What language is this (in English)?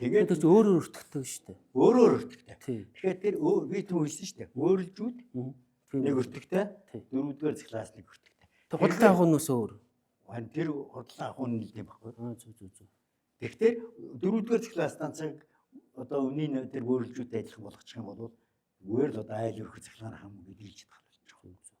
Mongolian